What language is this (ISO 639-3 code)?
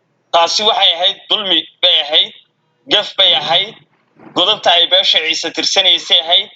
som